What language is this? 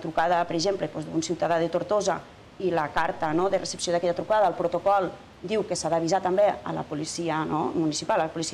Catalan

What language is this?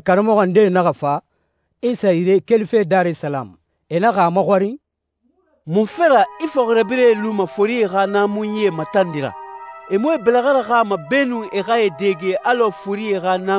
Susu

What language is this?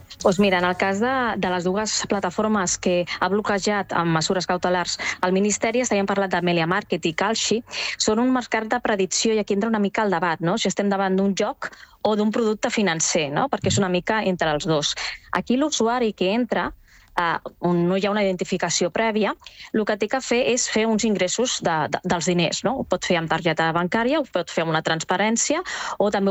Catalan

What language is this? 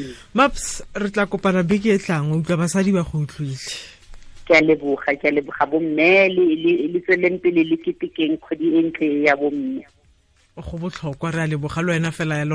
Tswana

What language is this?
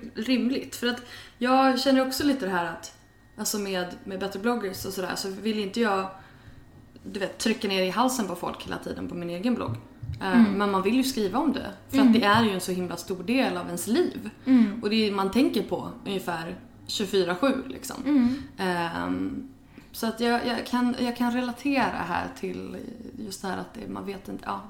Swedish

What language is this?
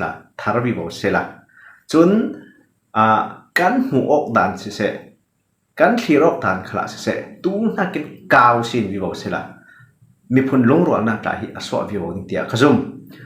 Falam Chin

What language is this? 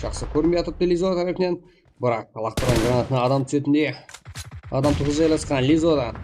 Kara-Kalpak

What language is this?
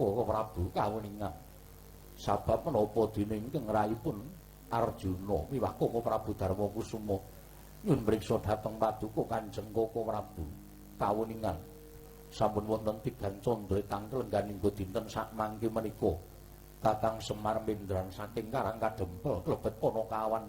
Javanese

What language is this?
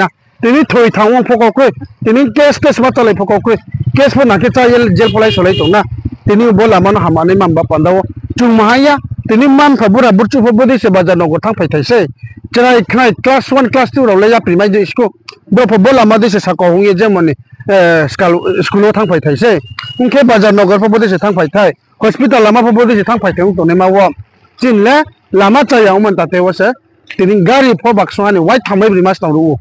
Riang (India)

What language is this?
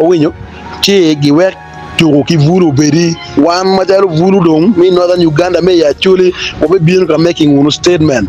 Acoli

